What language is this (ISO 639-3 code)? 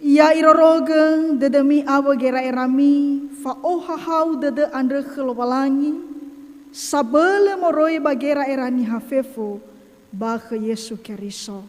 nia